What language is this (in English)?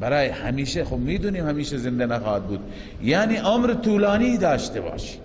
Persian